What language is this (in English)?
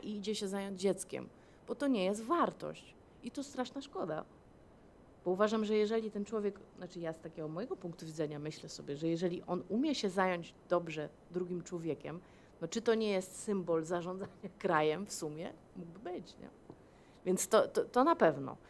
Polish